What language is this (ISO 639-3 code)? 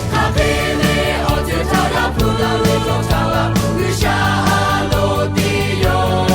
lhu